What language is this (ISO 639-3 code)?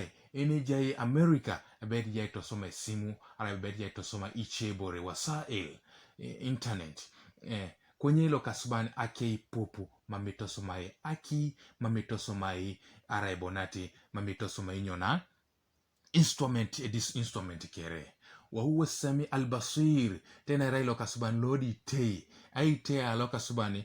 teo